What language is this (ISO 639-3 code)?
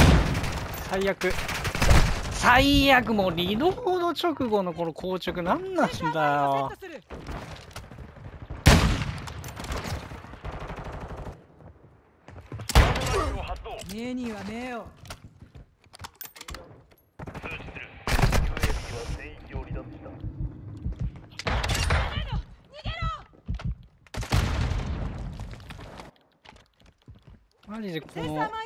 jpn